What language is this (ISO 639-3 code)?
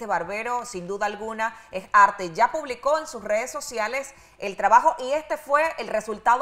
spa